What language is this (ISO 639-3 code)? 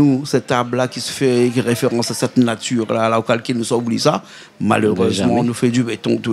rcf